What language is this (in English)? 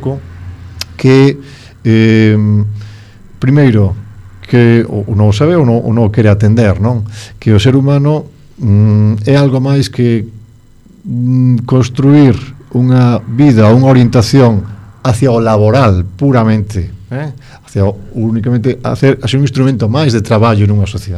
Galician